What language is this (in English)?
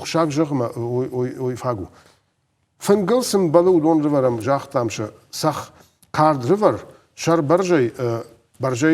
Ossetic